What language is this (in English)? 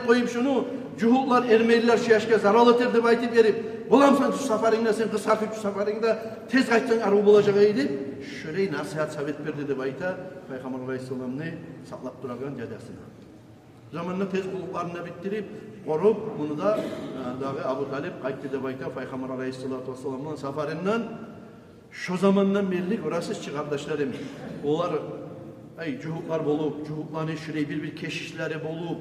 Kumyk